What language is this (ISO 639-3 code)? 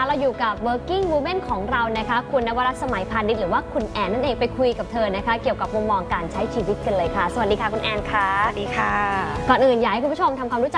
tha